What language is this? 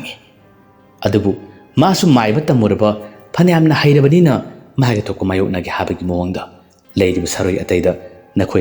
Manipuri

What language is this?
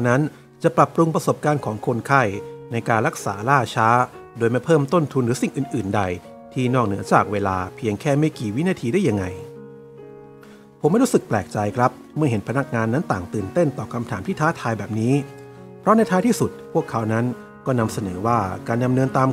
Thai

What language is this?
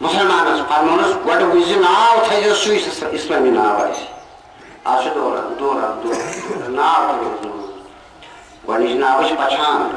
Kashmiri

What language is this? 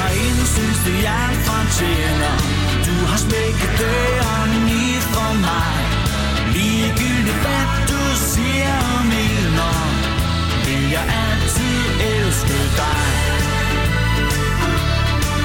Danish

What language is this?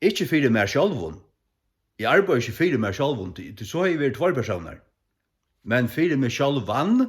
Faroese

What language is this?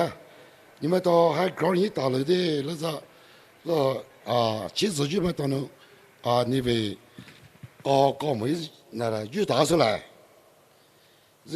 Poumei Naga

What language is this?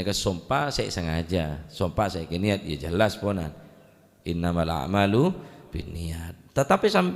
Madurese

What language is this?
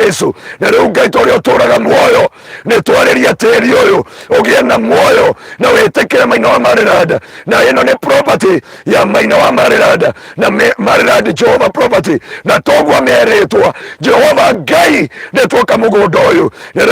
Kikuyu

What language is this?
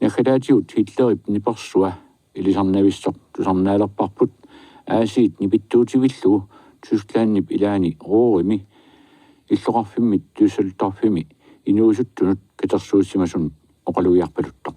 Kalaallisut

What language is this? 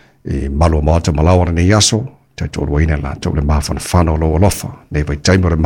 Samoan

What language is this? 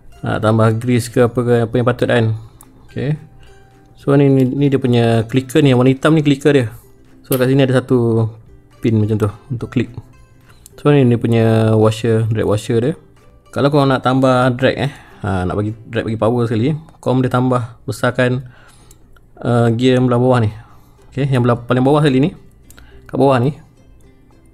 Malay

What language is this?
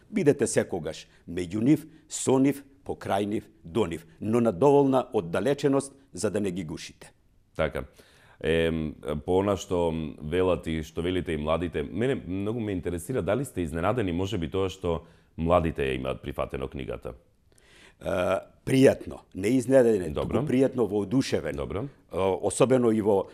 Macedonian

